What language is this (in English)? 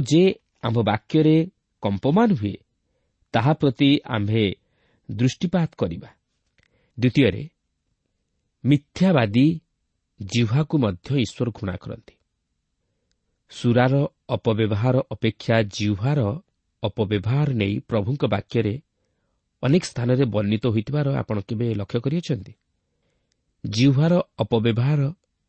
Odia